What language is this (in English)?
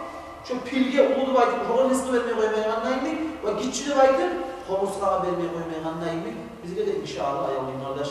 Kumyk